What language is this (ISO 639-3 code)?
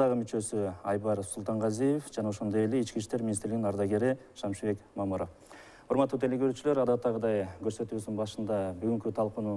kir